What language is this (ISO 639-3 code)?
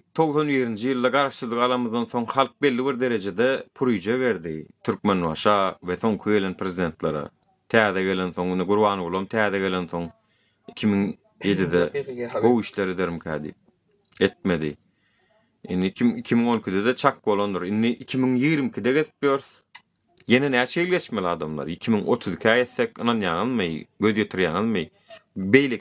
tuk